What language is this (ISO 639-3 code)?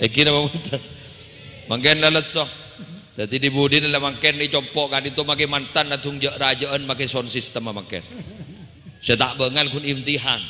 mad